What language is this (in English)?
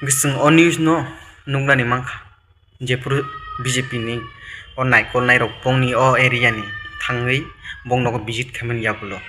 Kok Borok